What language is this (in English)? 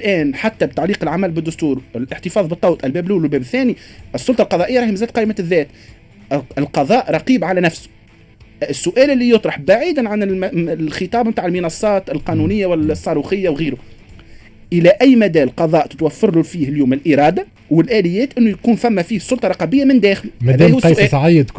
Tunisian Arabic